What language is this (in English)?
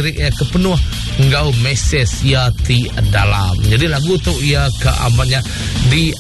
Iban